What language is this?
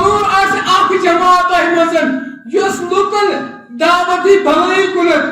Kashmiri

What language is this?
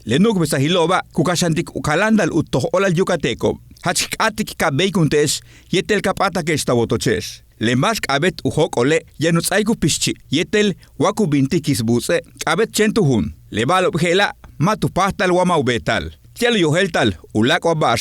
Yucateco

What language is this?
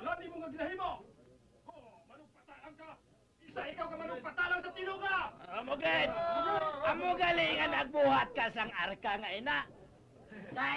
Hiligaynon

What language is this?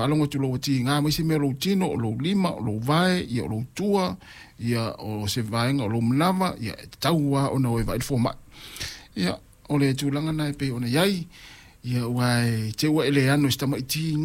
Samoan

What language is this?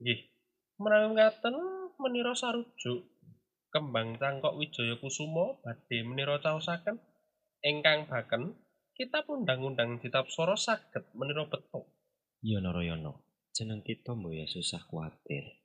Javanese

